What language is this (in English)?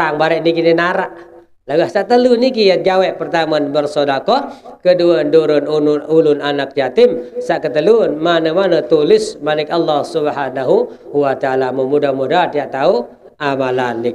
Sasak